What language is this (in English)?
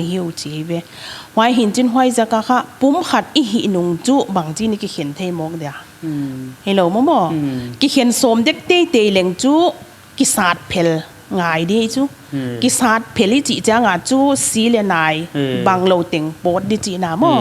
Paite Chin